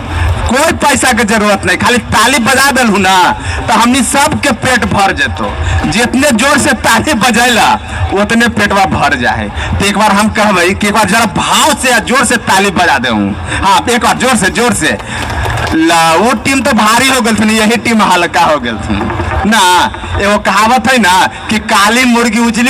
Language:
Magahi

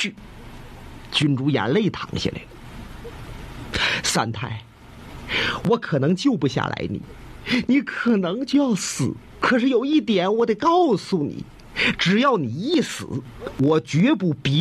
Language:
Chinese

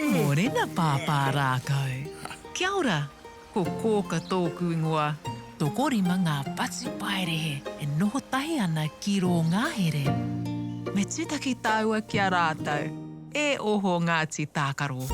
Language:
Māori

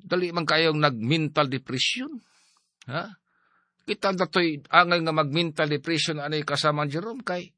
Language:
Cebuano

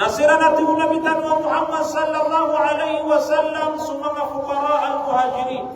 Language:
Maranao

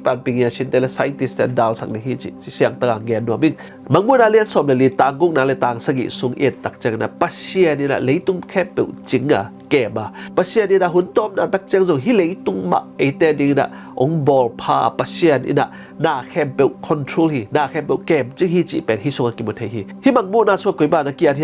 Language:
Tedim Chin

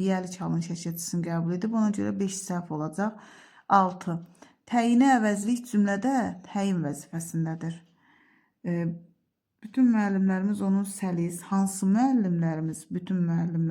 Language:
Azerbaijani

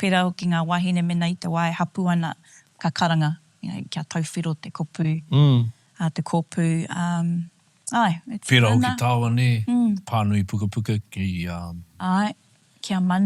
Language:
Māori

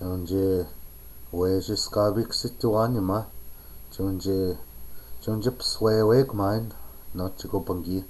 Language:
Chippewa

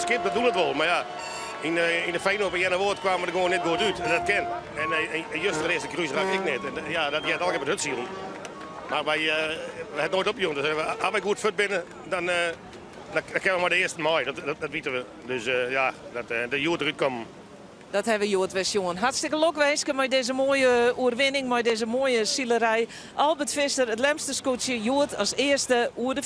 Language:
Western Frisian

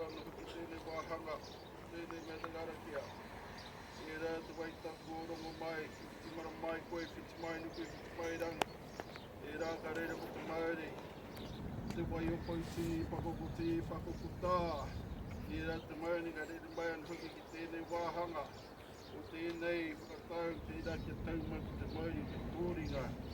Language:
Māori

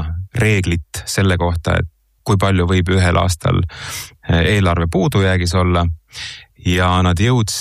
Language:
Estonian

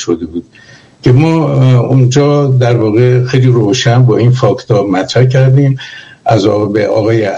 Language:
Persian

